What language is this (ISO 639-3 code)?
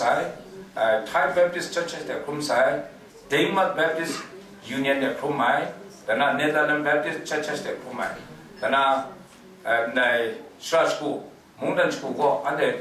kac